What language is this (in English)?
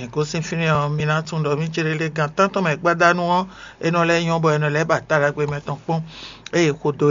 Fon